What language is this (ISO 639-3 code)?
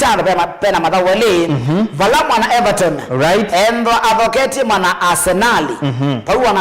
kam